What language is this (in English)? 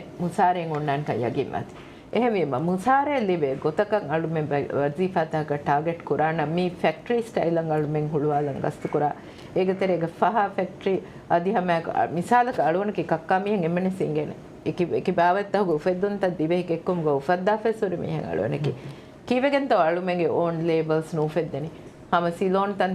Divehi